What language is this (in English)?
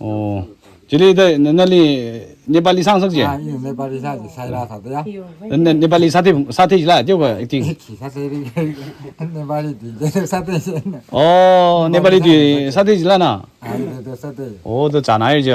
Tangkhul Naga (India)